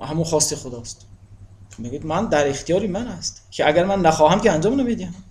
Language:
Tajik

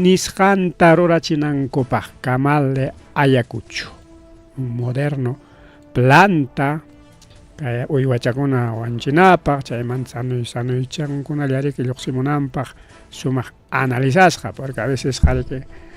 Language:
Ayacucho Quechua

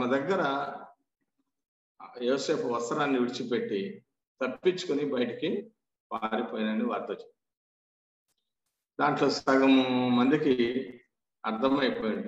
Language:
Telugu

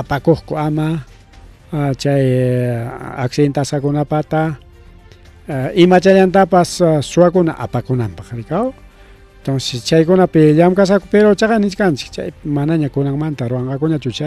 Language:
Ayacucho Quechua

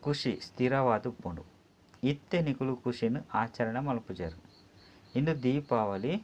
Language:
Tulu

